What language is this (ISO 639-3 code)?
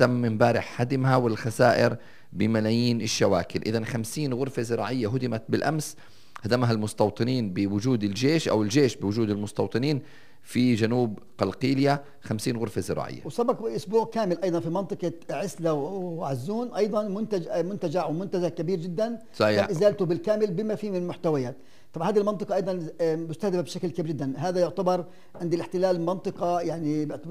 apc